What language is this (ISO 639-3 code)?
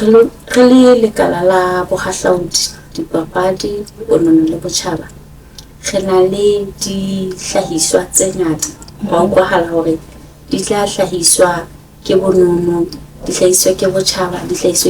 sot